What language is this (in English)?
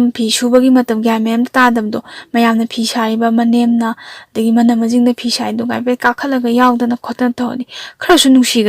Manipuri